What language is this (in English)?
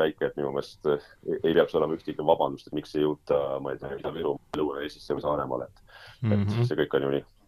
Estonian